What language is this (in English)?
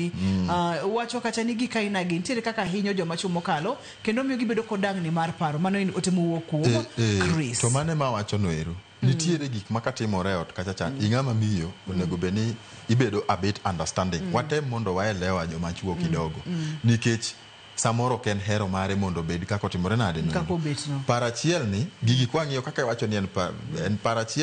Luo (Kenya and Tanzania)